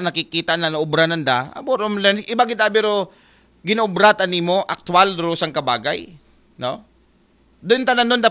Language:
Aklanon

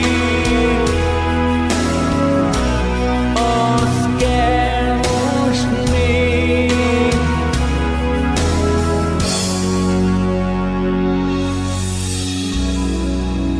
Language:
Hungarian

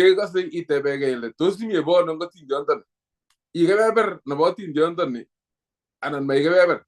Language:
Kalenjin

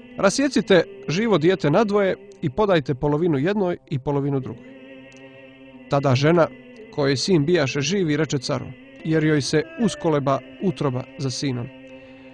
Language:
Croatian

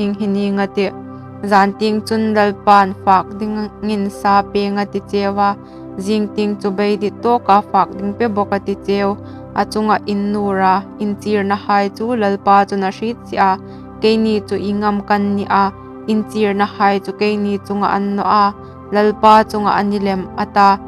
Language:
Hmar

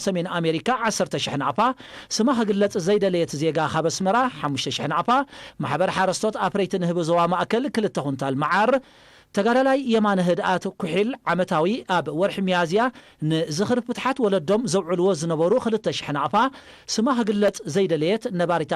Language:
Tigrinya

